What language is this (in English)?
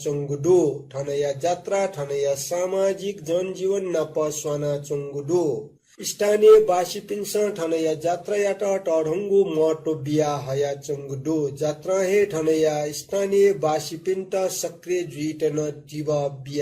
Newari